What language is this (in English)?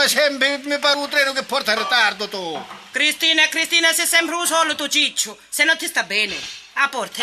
Sicilian